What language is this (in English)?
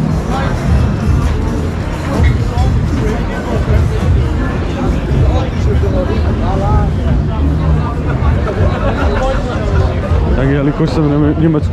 Czech